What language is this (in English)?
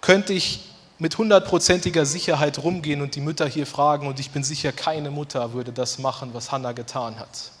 Swiss German